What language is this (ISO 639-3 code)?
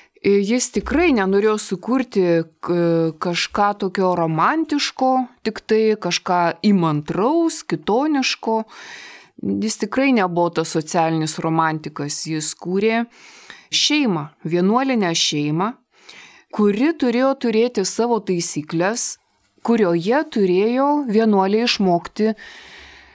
lit